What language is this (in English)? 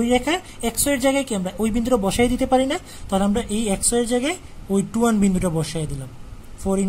Bangla